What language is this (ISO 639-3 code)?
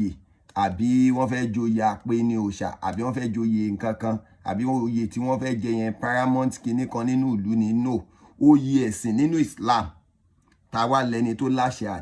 yor